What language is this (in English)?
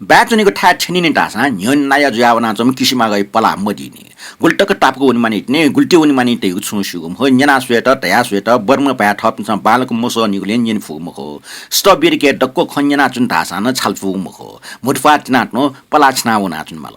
Newari